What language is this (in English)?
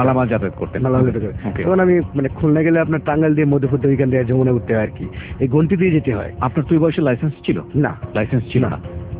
Bangla